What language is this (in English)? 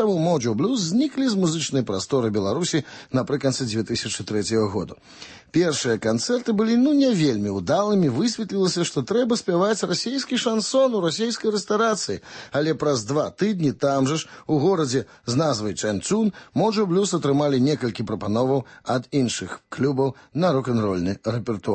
Belarusian